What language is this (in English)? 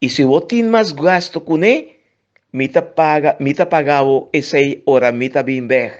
Papiamento